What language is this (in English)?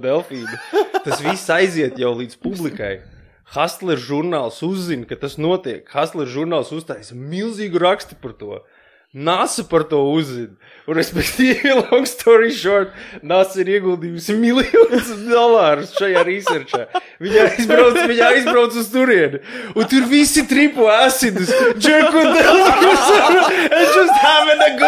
Latvian